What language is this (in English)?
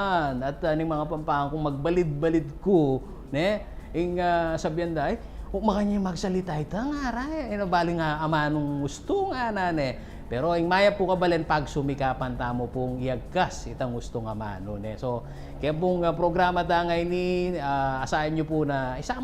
Pampanga